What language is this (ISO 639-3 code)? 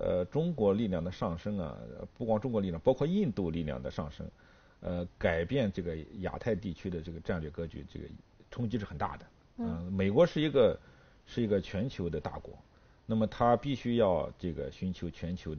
zho